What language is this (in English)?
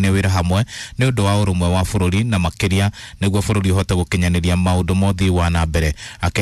Kikuyu